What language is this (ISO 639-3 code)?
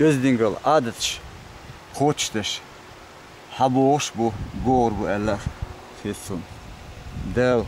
che